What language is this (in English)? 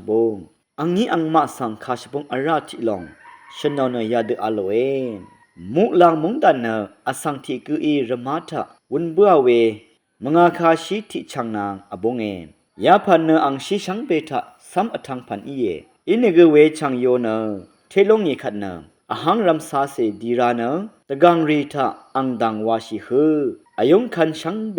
Rawang